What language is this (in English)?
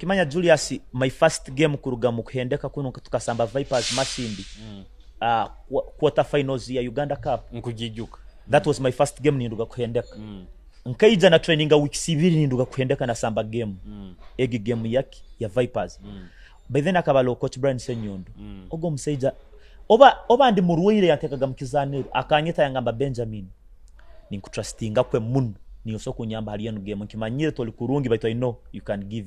Nyoro